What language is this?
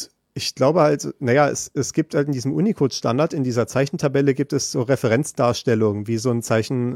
German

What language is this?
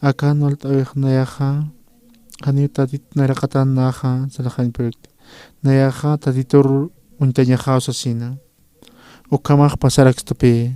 Aymara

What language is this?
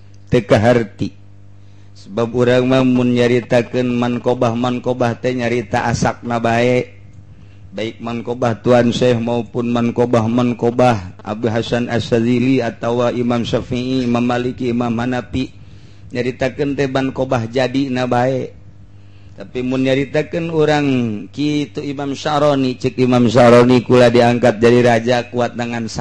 Sundanese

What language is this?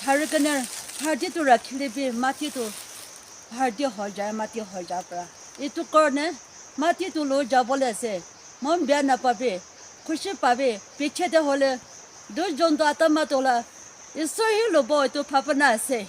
Naga Pidgin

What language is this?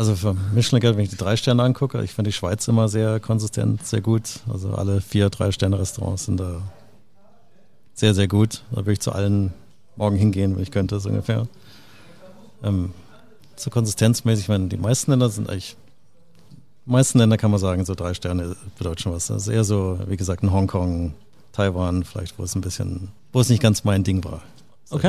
German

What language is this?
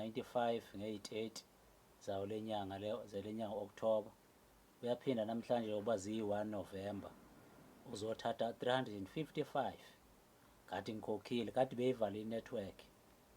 Zulu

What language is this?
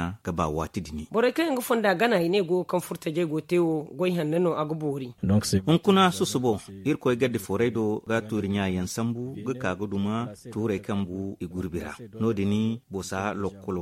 Zarma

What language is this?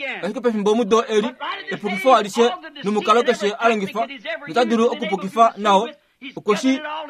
Kuanyama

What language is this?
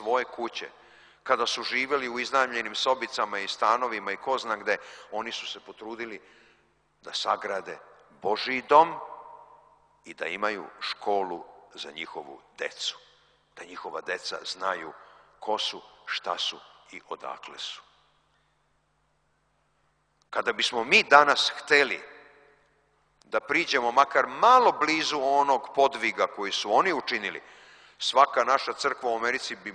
Serbian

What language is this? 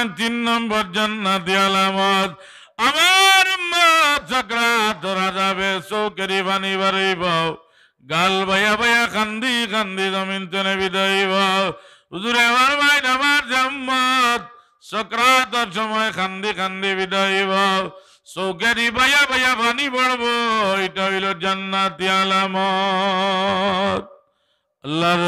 Sylheti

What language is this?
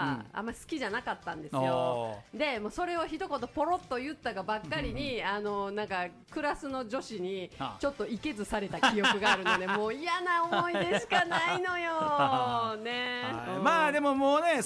Japanese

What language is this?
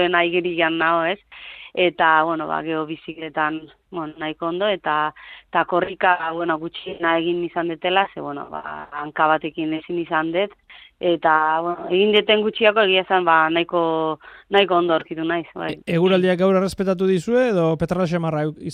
Basque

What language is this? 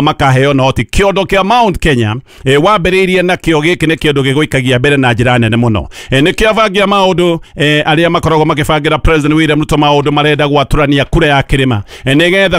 Kikuyu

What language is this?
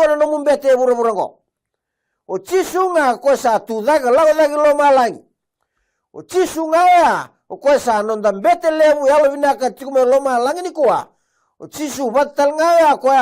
Fijian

